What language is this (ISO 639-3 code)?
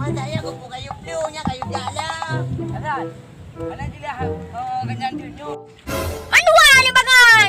ace